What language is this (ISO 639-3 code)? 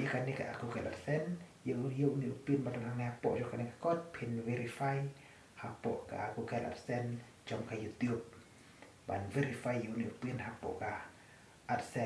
kha